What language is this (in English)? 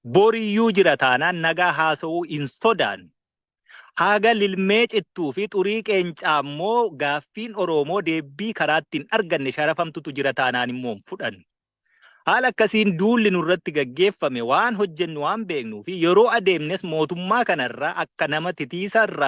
Oromo